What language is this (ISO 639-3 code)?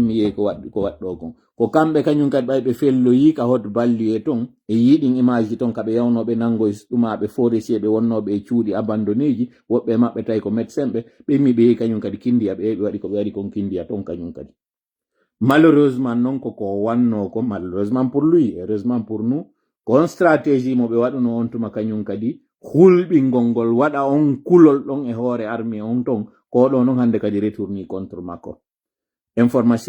fuf